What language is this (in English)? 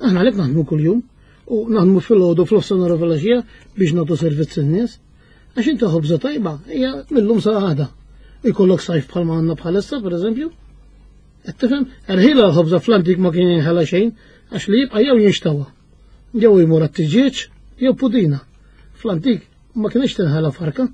Maltese